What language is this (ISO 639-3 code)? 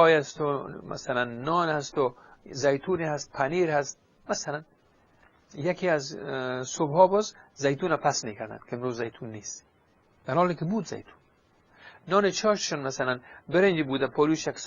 fas